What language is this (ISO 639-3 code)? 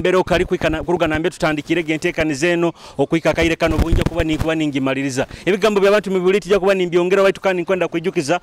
nyo